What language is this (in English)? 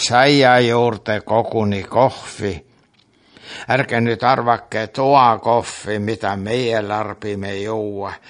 Estonian